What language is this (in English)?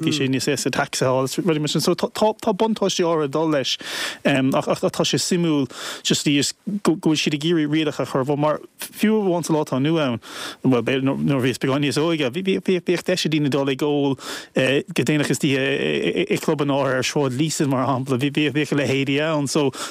Irish